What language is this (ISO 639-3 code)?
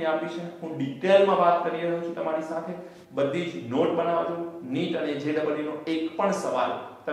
guj